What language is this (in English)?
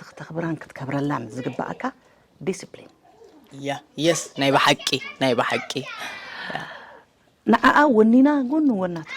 Tigrinya